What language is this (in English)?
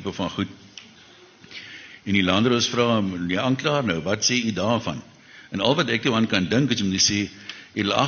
Afrikaans